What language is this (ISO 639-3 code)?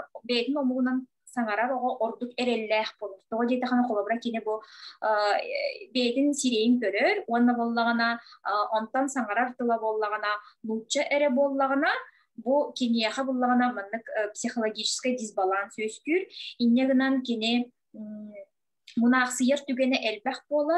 sah